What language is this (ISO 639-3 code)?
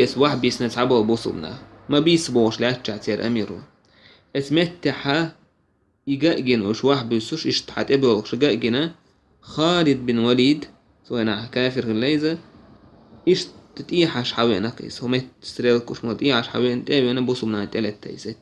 che